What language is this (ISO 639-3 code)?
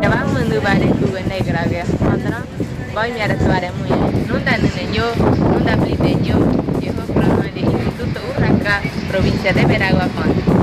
gym